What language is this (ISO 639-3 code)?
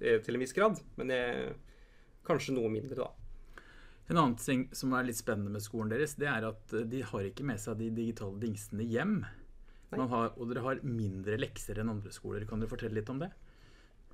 nor